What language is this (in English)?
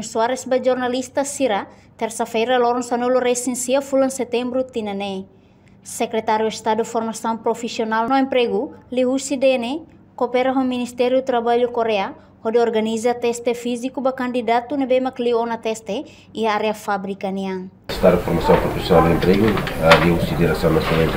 Tetum